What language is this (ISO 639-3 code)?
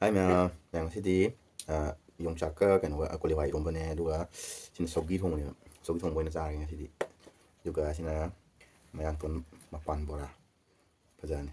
mni